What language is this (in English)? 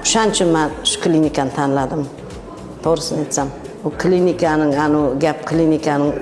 Uzbek